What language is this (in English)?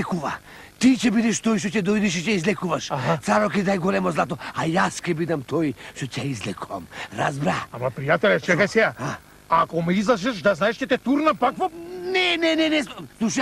Macedonian